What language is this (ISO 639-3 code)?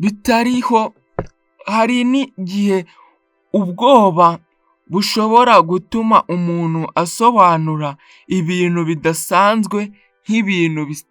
kin